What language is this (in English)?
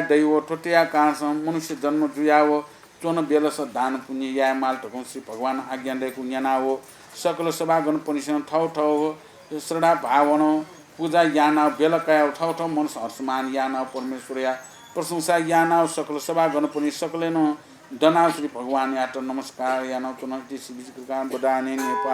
Newari